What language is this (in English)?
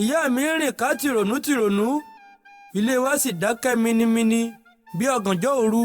Yoruba